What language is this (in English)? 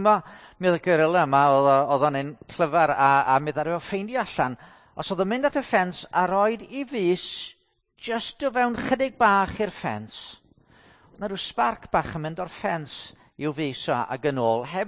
Welsh